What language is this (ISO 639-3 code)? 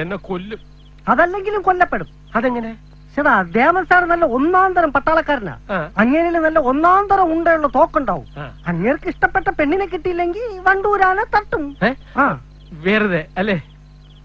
mal